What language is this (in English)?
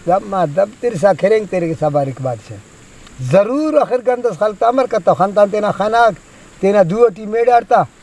Brahui